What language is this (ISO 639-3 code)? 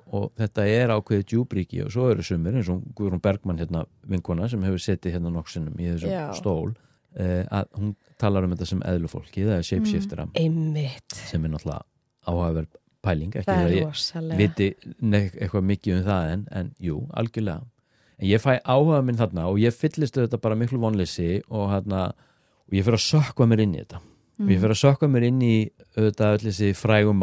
isl